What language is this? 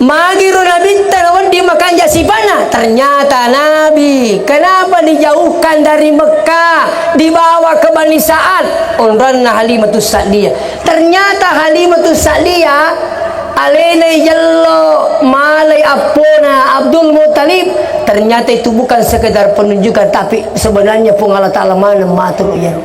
Buginese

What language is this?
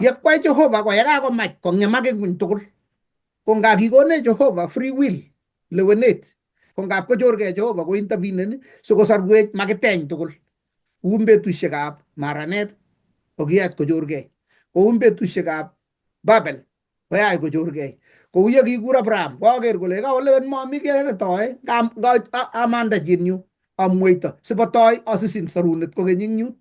Kalenjin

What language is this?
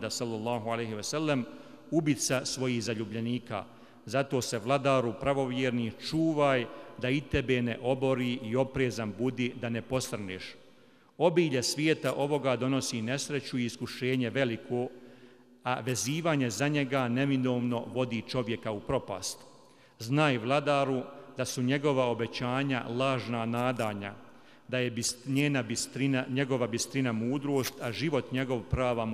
Bosnian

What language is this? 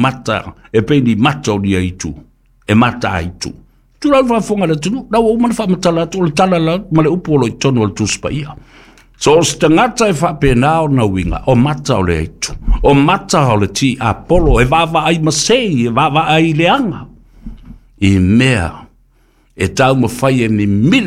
Samoan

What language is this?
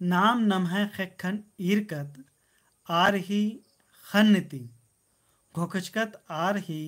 Kurukh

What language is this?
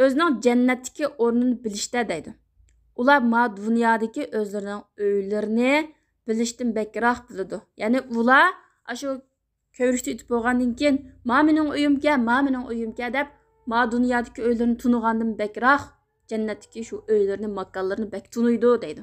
Uyghur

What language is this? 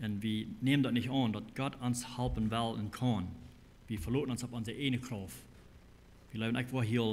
Plautdietsch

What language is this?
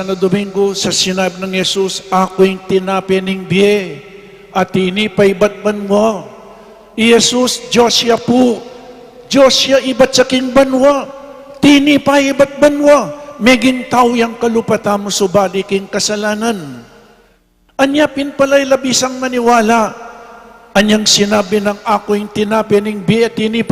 Pampanga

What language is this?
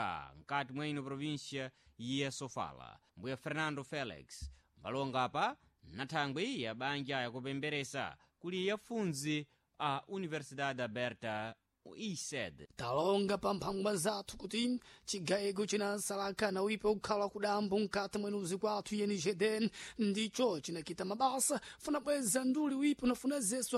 Sena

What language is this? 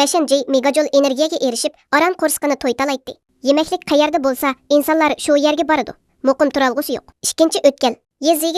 Uyghur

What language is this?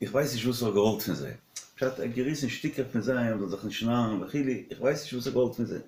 Yiddish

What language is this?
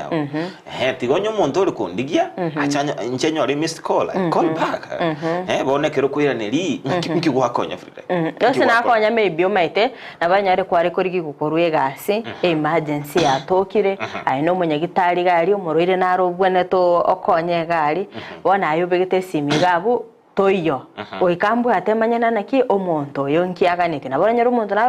Gusii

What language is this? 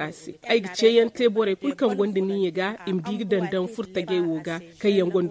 Zarma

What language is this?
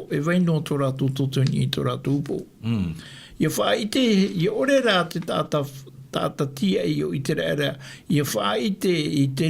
Tahitian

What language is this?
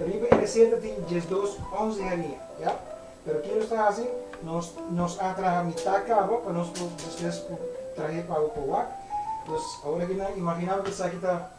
Papiamento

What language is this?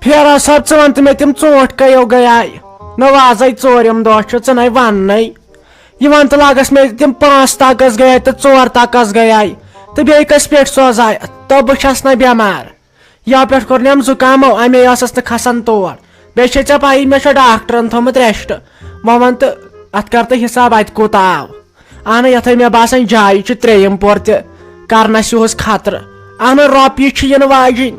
Kashmiri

